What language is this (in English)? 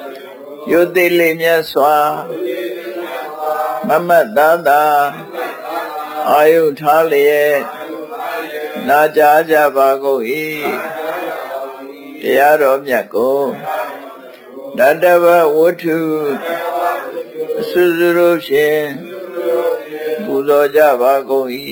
Burmese